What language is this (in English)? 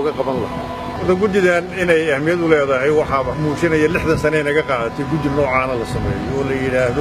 Somali